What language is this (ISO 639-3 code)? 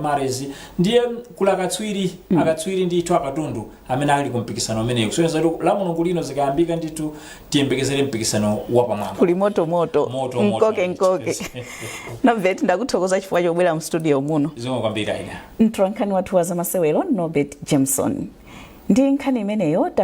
nya